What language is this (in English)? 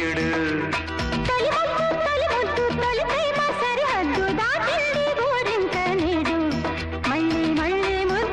Telugu